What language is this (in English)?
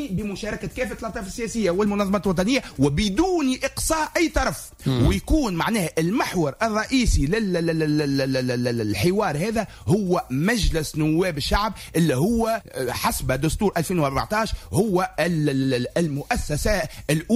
Tunisian Arabic